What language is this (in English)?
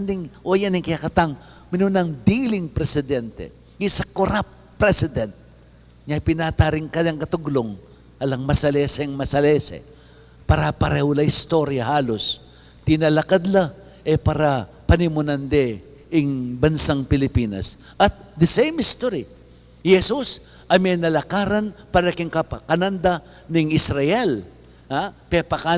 Pampanga